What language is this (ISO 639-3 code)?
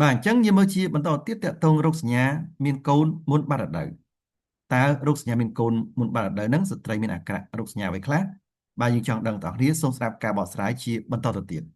khm